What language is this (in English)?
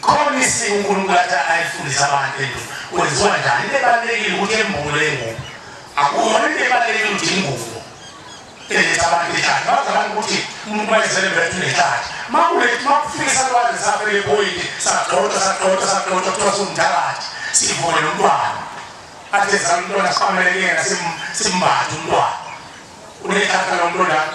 Zulu